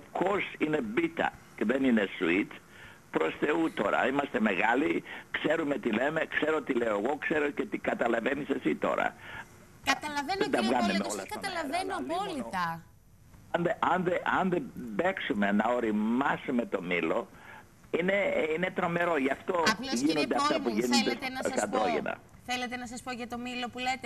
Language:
Greek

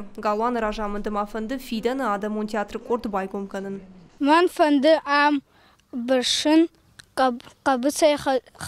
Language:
Ossetic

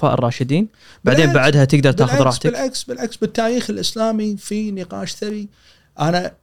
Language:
Gulf Arabic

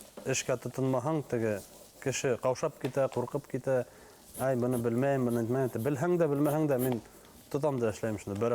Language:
Bashkir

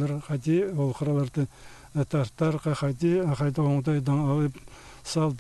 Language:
Khakas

